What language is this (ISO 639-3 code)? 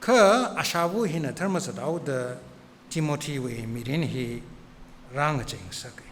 nmf